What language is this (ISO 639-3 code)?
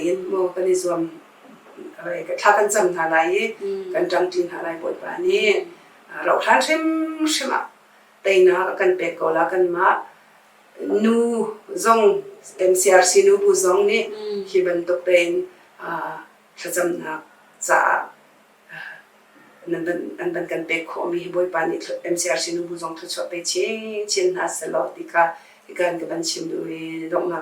cnh